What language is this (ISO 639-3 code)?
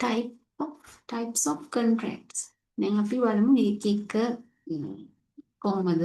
sin